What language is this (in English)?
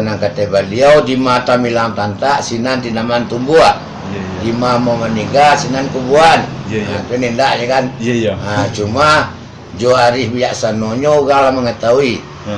Minangkabau